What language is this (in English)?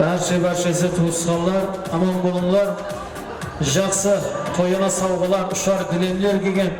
Kara-Kalpak